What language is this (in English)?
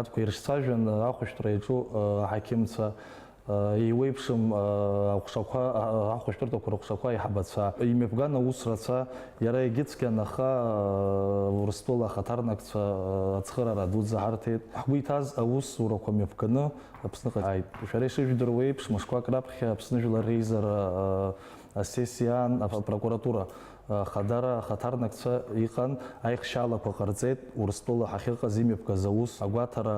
Abkhazian